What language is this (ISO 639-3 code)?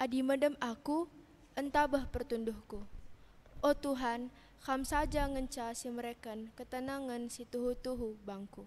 btx